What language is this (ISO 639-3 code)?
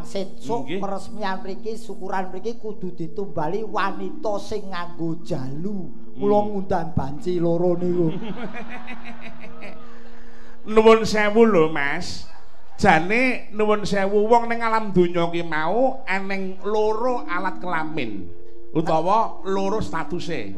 jav